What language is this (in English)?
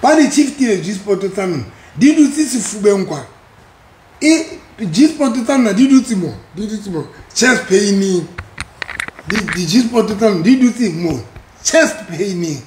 Southern Sotho